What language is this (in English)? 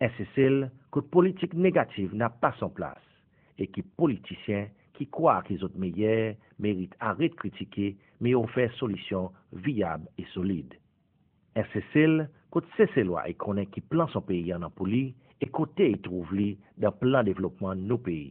Seselwa Creole French